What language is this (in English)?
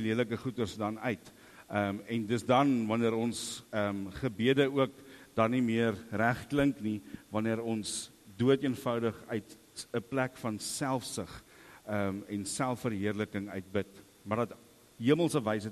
Afrikaans